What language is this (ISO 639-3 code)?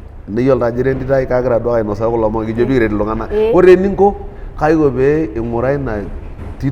mas